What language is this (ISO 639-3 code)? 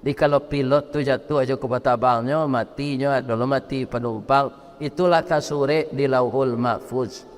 min